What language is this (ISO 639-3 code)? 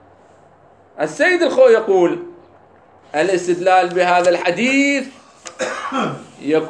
ara